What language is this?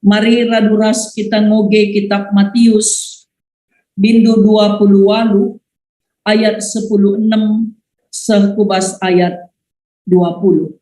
Batak Karo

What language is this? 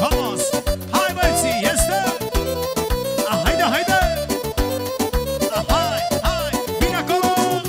Romanian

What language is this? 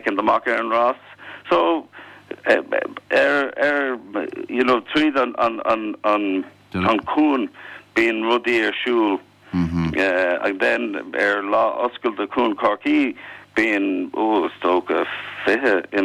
Irish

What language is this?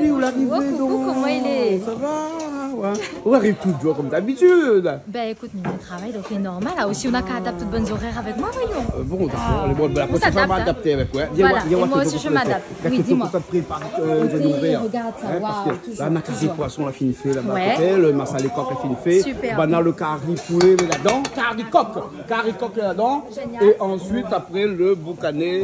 Réunion Creole French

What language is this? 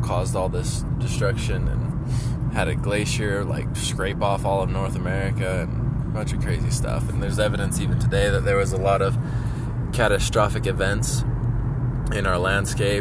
English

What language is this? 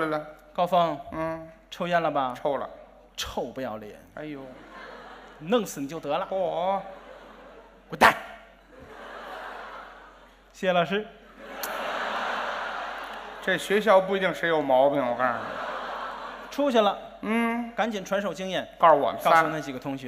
Chinese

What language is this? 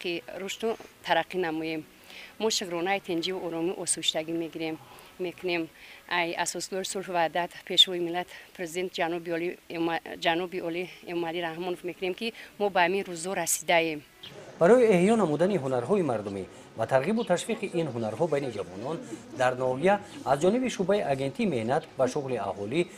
Tajik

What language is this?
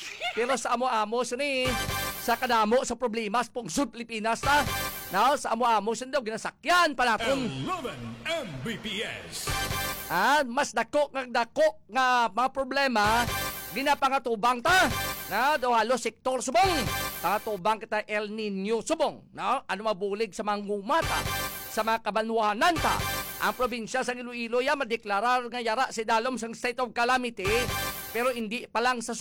Hiligaynon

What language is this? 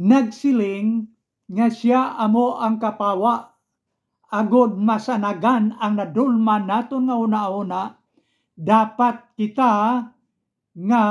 Hiligaynon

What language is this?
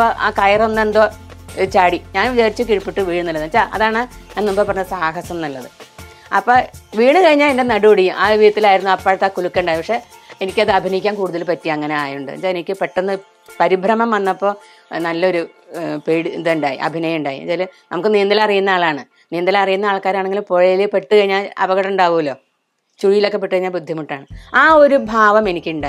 Malayalam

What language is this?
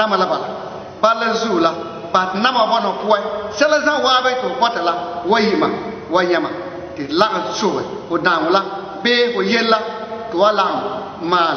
Frafra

